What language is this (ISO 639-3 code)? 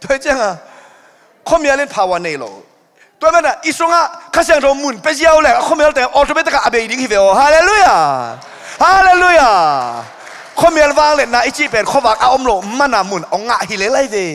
ctd